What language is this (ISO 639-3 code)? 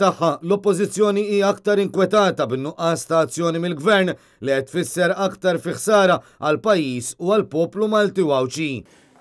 mlt